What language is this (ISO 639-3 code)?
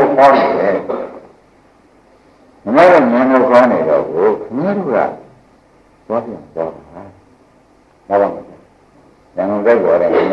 mya